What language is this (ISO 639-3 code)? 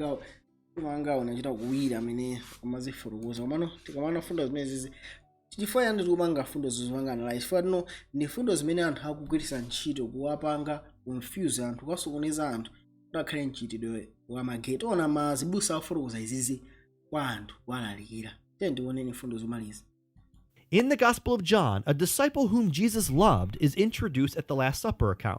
nya